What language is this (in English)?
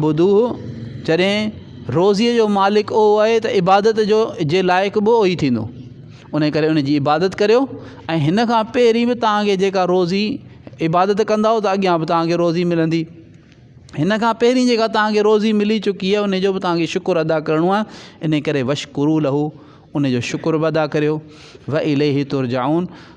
Sindhi